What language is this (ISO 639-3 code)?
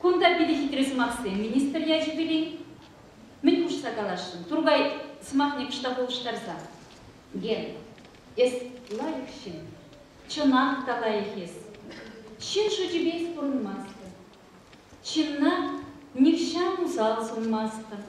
chv